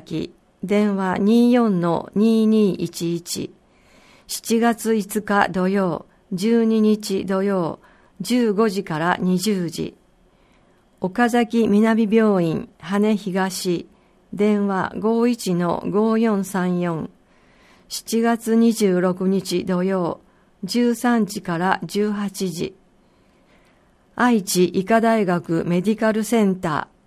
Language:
Japanese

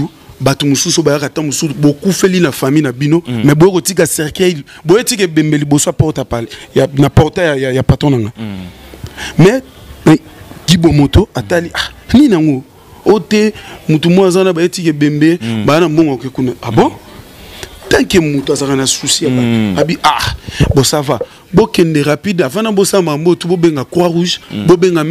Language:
Lingala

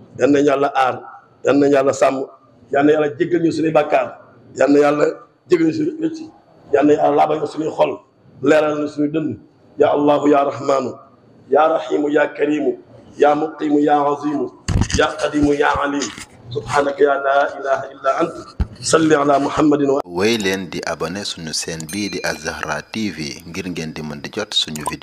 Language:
Wolof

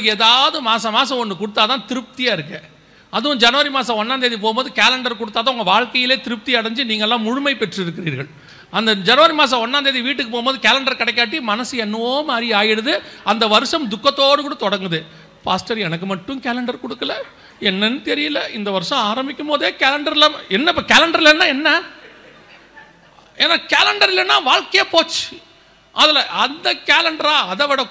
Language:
Tamil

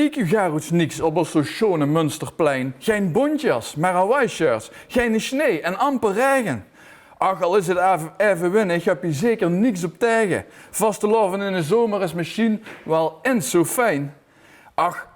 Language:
Limburgish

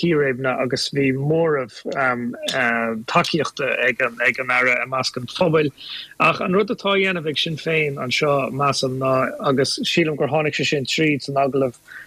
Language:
Irish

